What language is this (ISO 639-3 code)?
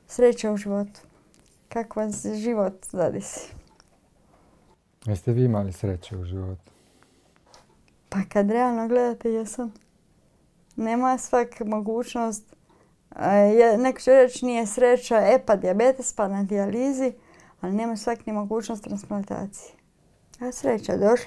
hrv